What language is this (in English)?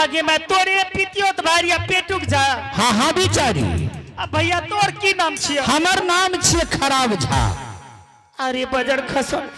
Angika